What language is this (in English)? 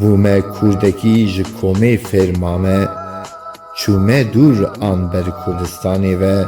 Kurdish